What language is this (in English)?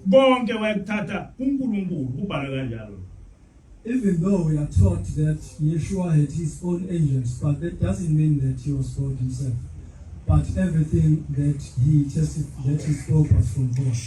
Zulu